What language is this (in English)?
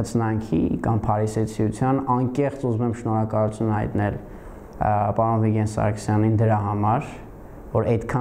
Armenian